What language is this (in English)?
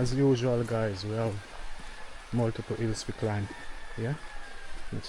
Jamaican Creole English